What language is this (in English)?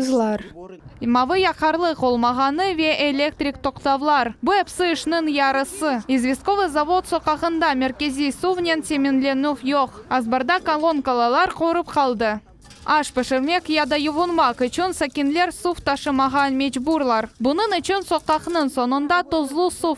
Crimean Tatar